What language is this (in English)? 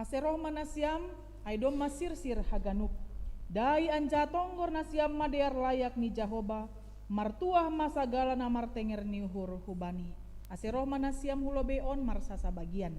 Batak Simalungun